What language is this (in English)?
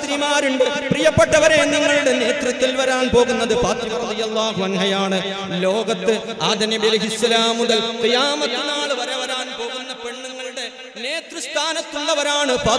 Malayalam